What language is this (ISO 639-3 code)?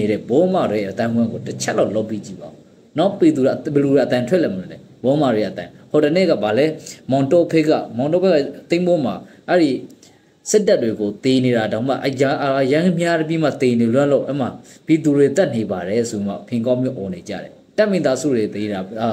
mya